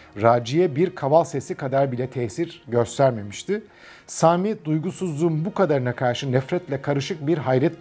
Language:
Turkish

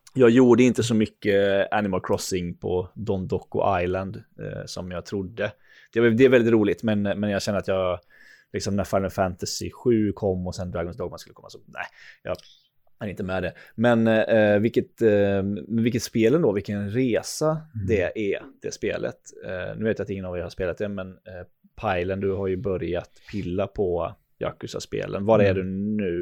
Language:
Swedish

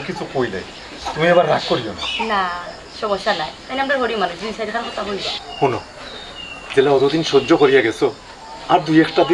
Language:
Sylheti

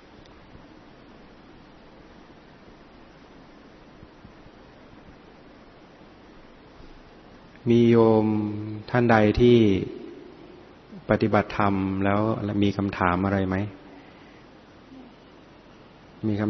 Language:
Thai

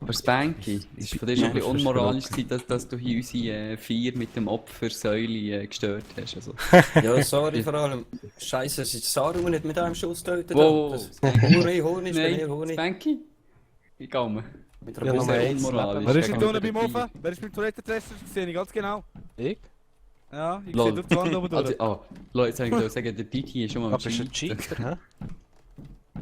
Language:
Swiss German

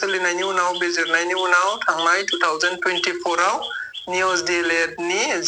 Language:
Bodo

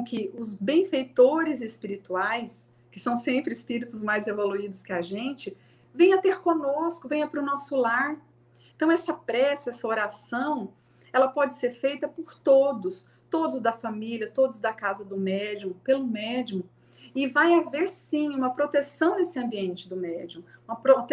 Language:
Portuguese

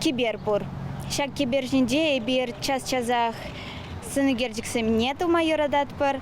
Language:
Chuvash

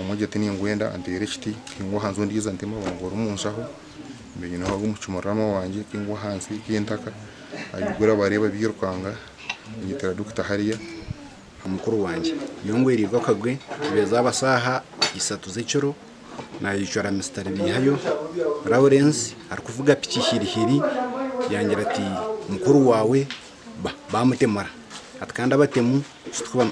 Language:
Nyankole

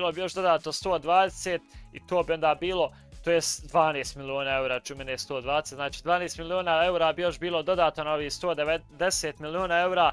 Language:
Croatian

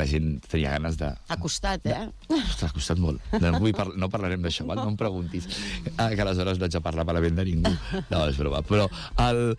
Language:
Catalan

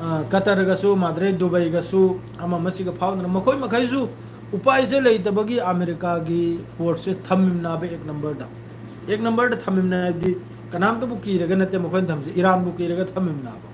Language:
Manipuri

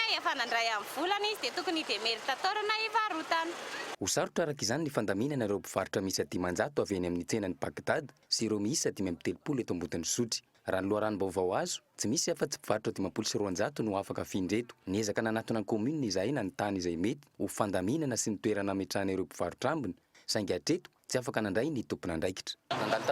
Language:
Malagasy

